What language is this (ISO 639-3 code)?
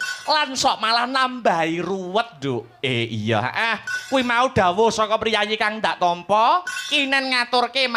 jav